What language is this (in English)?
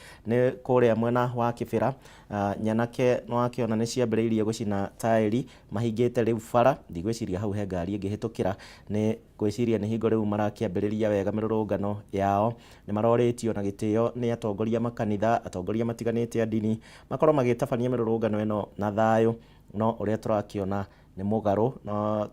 Kikuyu